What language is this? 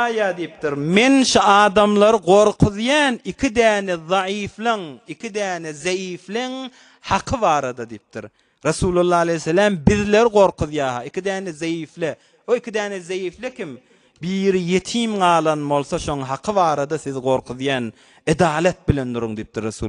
Turkmen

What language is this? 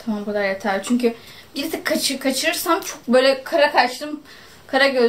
Turkish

